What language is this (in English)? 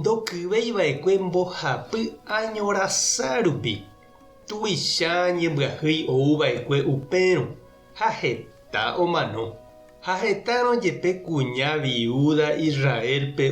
Guarani